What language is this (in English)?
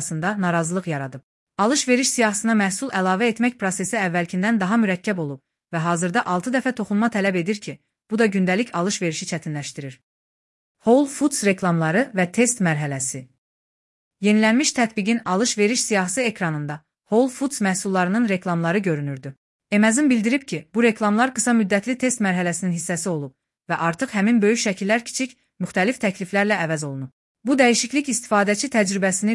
Azerbaijani